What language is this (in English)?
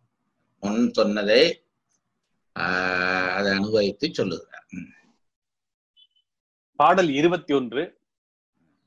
Tamil